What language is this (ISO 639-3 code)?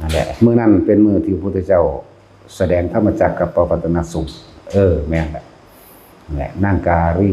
lao